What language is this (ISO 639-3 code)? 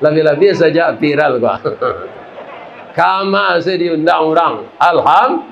min